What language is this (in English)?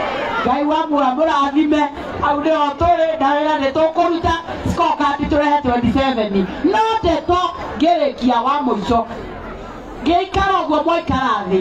Kikuyu